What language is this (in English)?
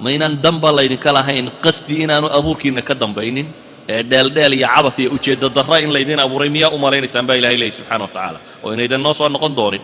Somali